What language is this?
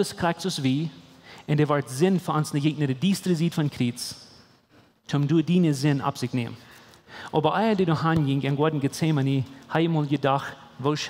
Plautdietsch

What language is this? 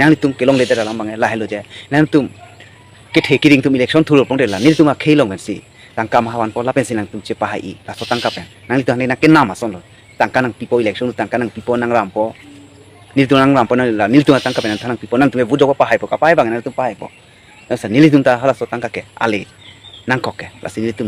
Karbi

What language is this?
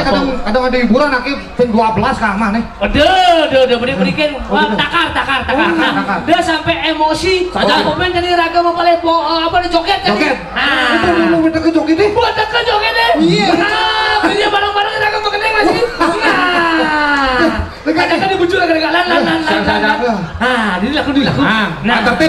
Balinese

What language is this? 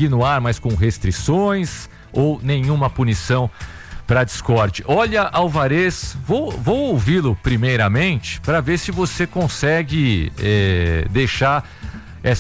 Portuguese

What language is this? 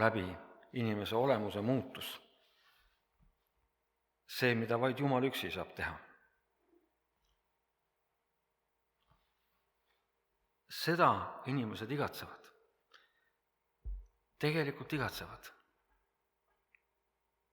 Estonian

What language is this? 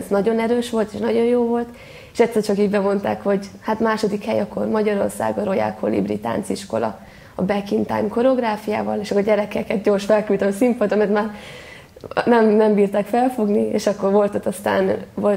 Hungarian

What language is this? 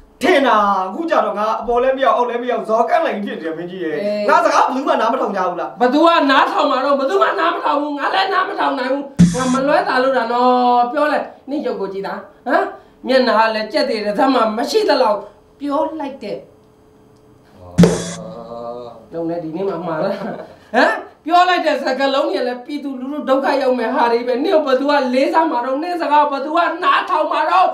Burmese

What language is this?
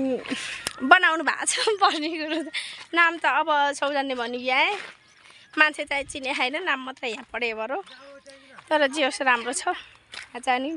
Nepali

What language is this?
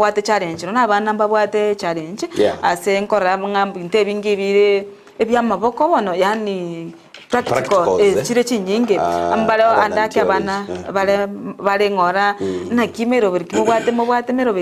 Gusii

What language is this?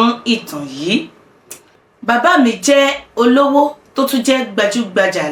Yoruba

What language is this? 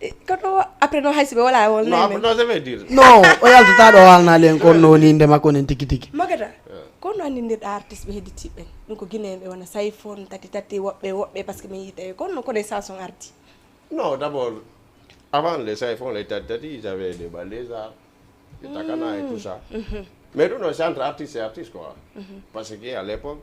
Fula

